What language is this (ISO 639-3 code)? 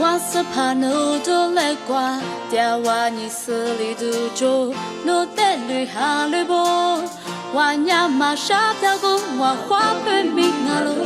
lis